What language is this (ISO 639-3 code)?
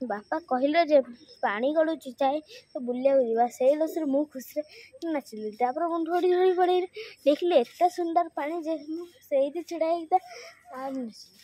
ori